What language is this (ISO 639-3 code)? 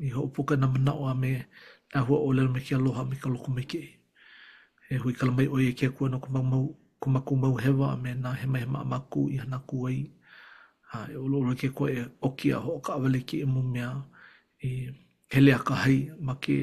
haw